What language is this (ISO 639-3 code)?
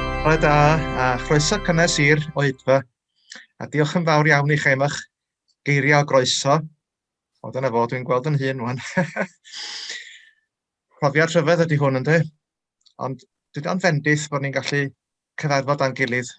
cym